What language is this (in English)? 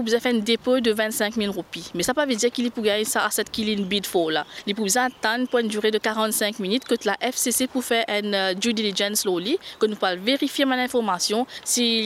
Morisyen